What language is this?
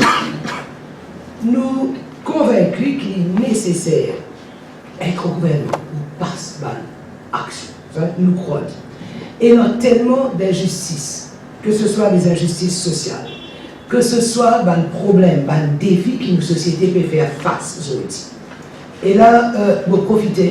Morisyen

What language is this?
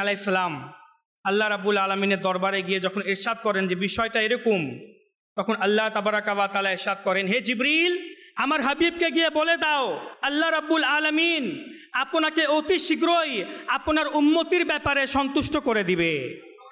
Bangla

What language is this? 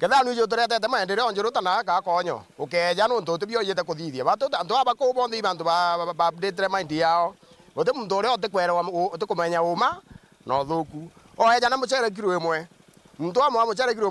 Meru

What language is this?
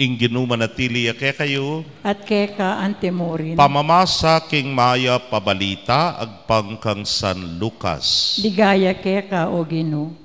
Pampanga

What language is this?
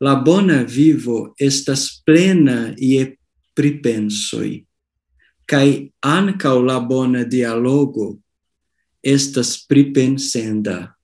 Esperanto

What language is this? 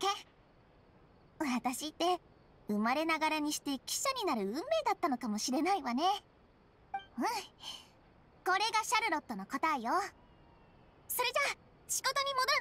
Japanese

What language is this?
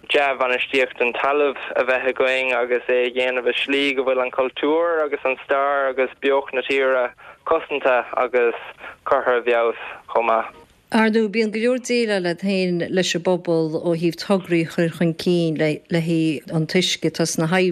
Irish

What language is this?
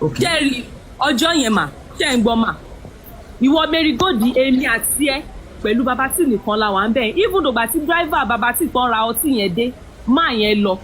Yoruba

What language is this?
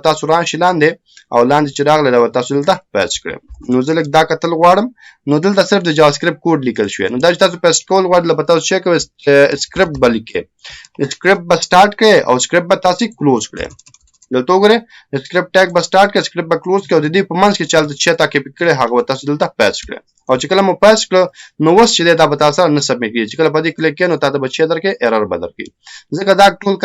Pashto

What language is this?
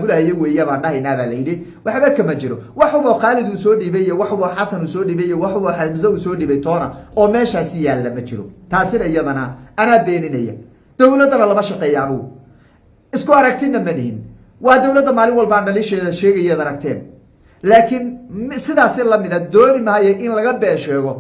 Somali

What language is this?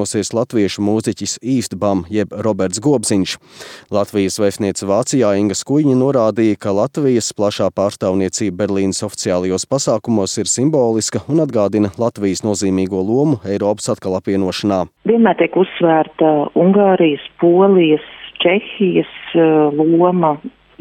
Latvian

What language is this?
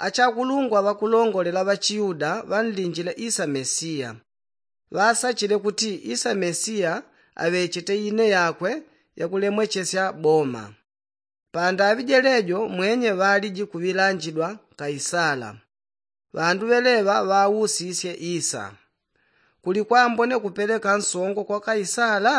Yao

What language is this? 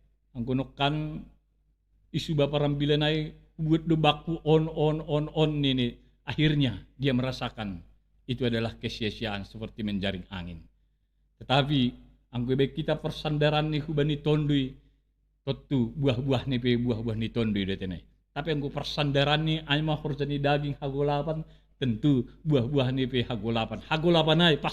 Batak Simalungun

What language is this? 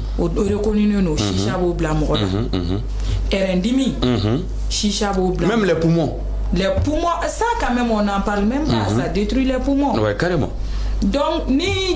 Bambara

